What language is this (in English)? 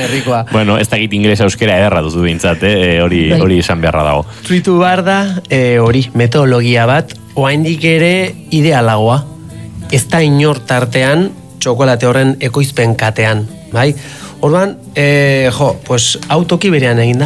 Basque